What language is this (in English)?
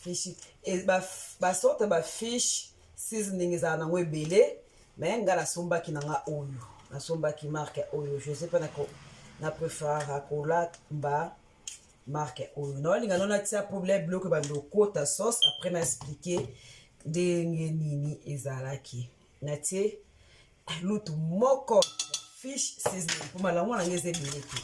Lingala